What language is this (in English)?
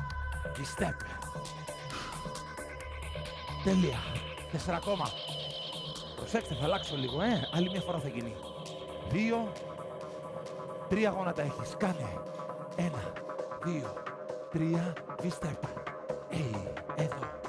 Greek